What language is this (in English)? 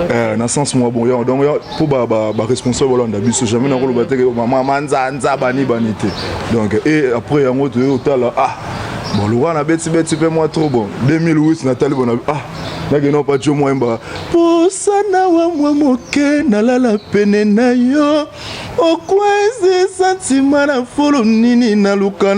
Lingala